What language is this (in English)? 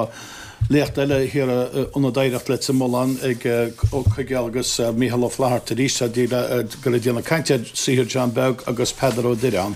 Irish